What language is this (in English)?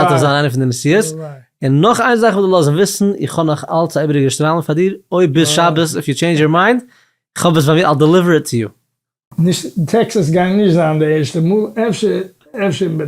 Yiddish